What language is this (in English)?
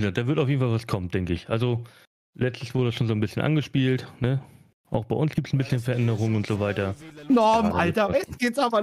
German